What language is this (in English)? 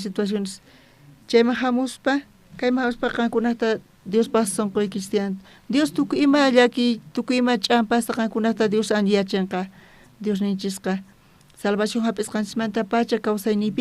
South Bolivian Quechua